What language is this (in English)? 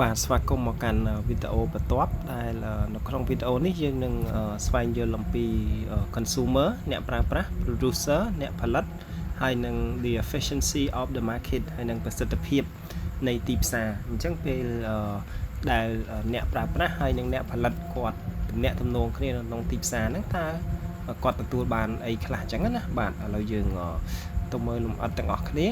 Khmer